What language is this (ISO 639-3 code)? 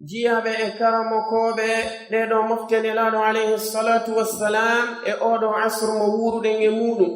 fuf